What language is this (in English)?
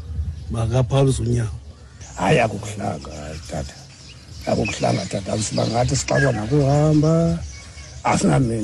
Xhosa